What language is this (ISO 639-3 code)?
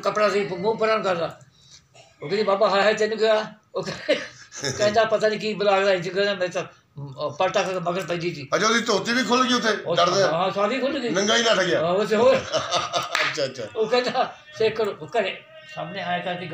pan